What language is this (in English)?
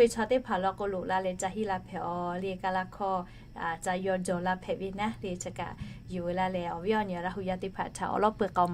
Lahu